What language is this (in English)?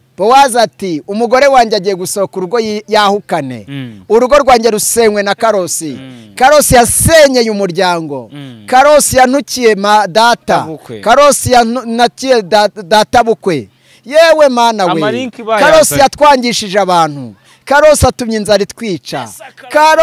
Kinyarwanda